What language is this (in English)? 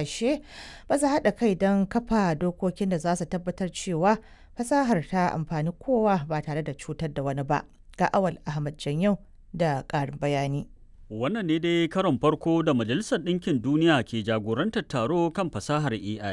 Hausa